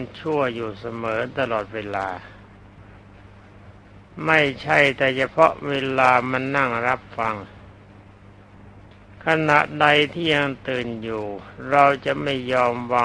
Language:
Thai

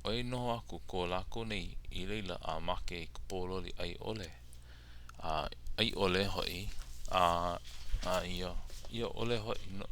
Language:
Hawaiian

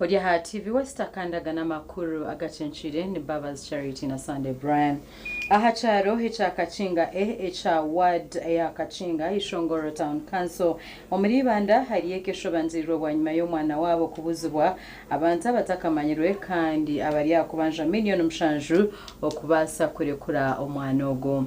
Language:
Nyankole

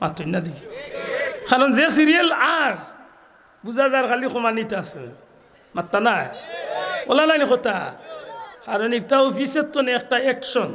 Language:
Sylheti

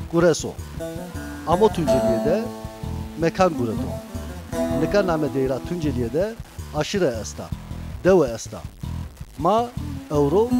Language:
Zaza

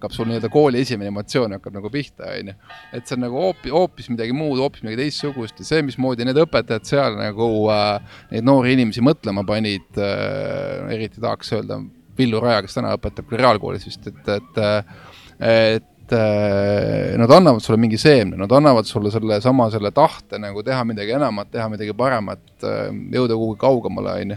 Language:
Estonian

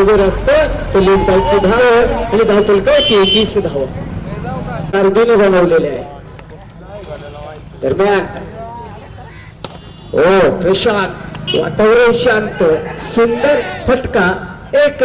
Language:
Marathi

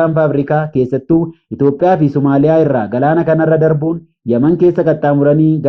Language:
Oromo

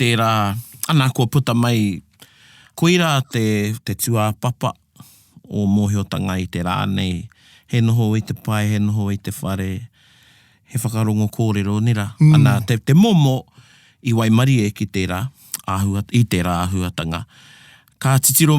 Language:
Māori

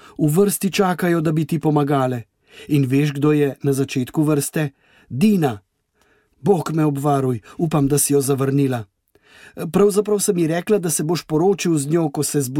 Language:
Slovenian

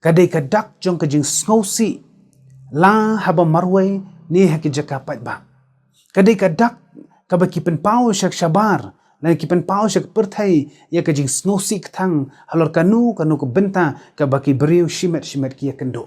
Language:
Khasi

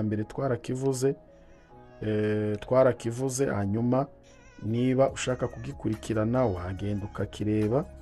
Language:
Kinyarwanda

